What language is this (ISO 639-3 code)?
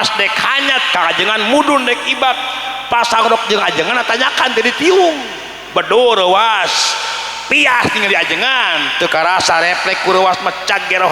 sun